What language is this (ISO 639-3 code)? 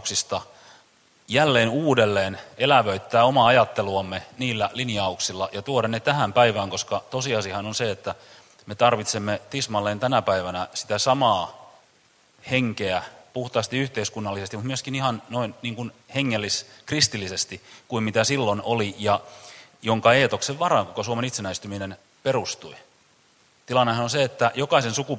fin